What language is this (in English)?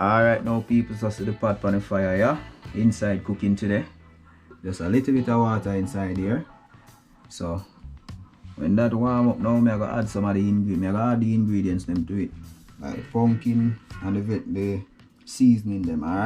Jamaican Creole English